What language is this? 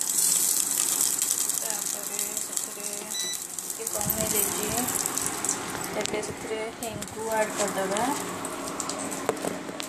Odia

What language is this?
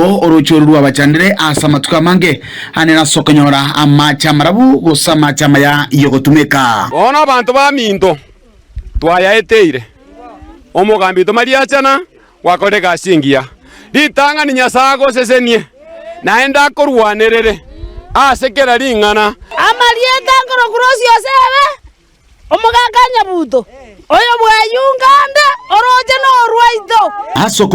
Gusii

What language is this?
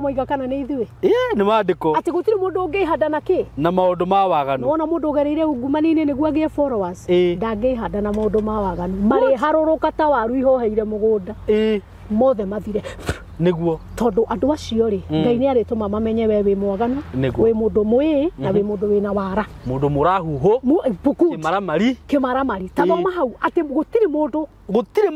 Kikuyu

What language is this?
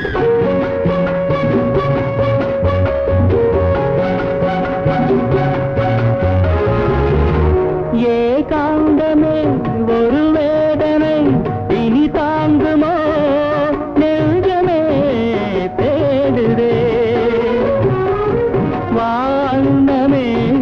Tamil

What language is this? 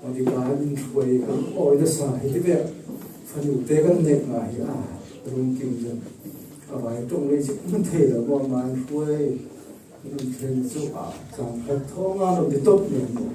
Falam Chin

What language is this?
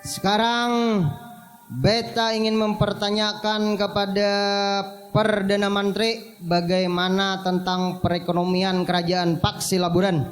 Banjar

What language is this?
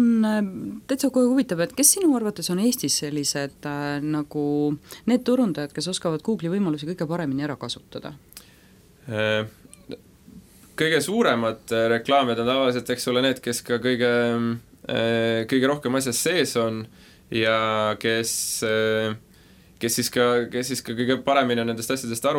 Estonian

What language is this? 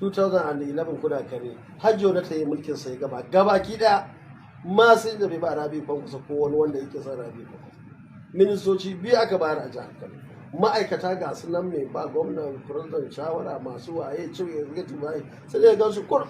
Hausa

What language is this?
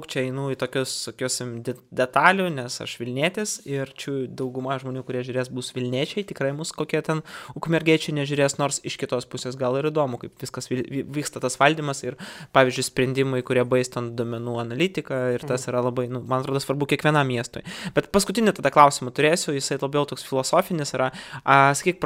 Lithuanian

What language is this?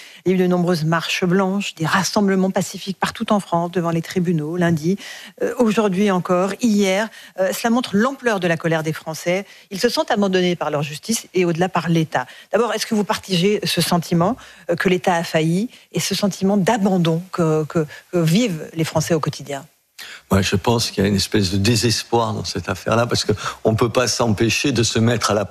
French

